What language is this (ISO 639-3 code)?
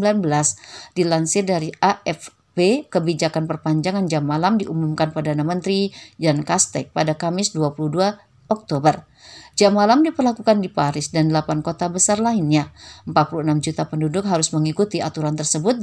ind